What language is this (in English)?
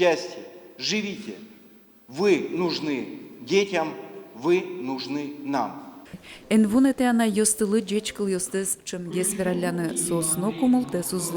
Udmurt